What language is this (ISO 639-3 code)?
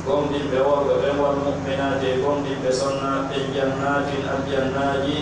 fuf